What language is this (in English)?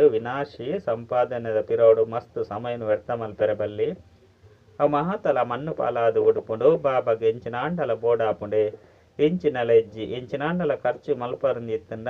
Tulu